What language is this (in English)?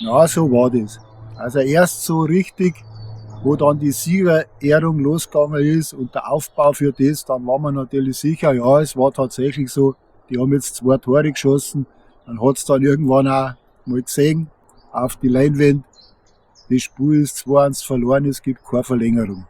Bavarian